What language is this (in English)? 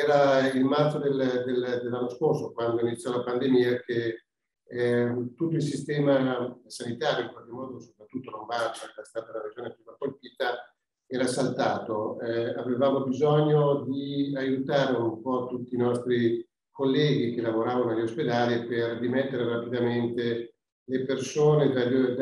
Italian